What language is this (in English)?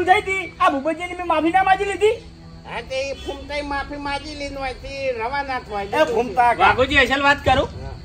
Gujarati